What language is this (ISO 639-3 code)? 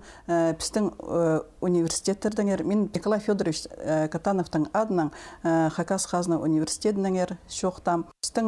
kjh